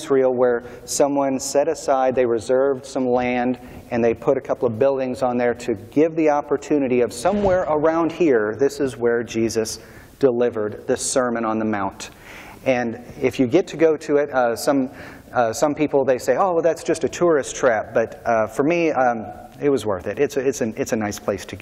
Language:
English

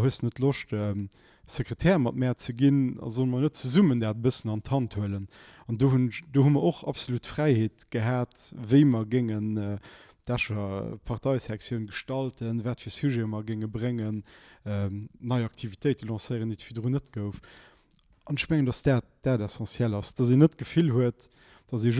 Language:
Luxembourgish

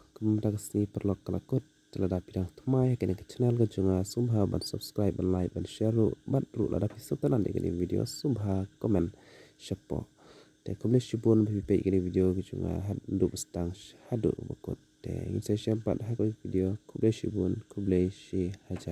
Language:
Khasi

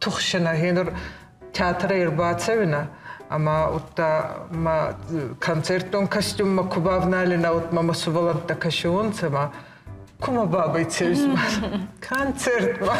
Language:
Ossetic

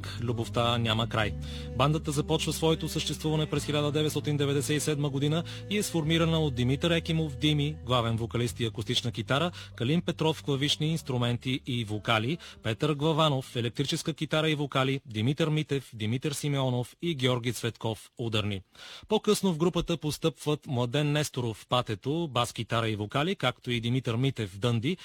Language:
Bulgarian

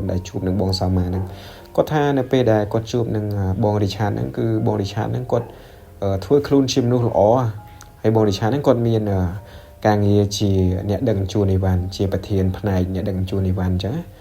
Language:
Khmer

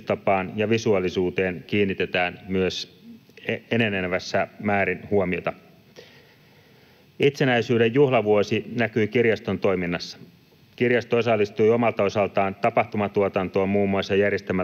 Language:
Finnish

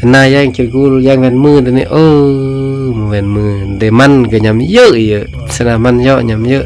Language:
Khmu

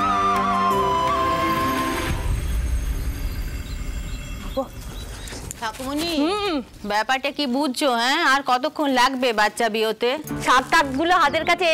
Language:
Bangla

